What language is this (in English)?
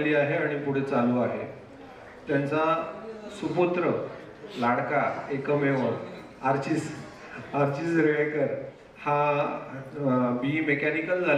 Marathi